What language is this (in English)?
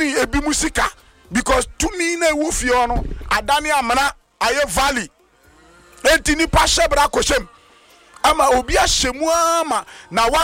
Akan